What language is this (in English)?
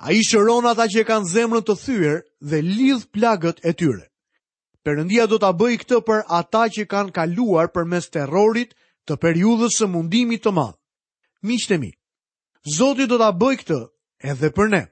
Albanian